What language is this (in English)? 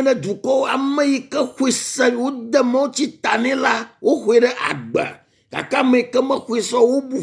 Ewe